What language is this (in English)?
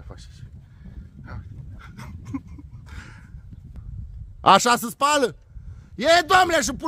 Romanian